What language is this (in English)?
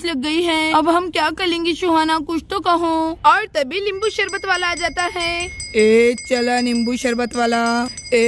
Hindi